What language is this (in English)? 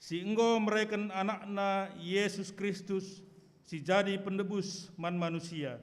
Batak Karo